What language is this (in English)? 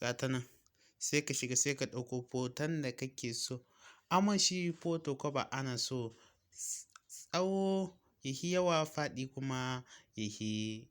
Hausa